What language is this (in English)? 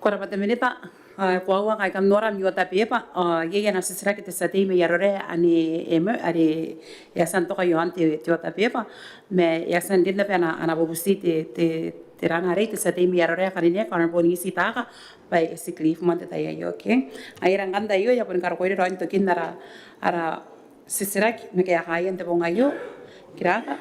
Gilbertese